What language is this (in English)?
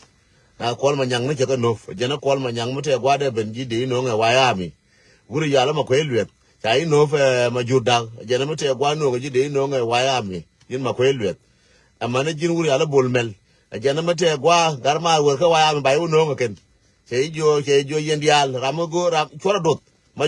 Nuer